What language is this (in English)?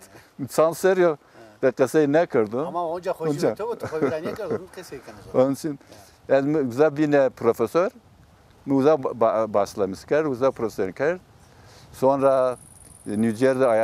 Zaza